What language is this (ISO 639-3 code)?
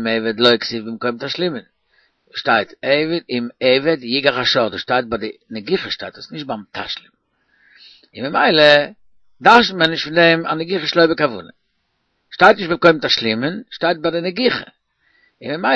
yid